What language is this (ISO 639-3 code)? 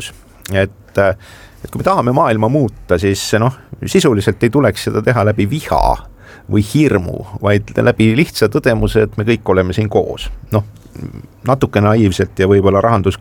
est